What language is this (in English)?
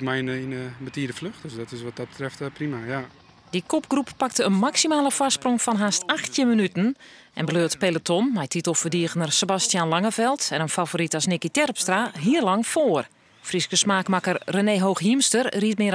Western Frisian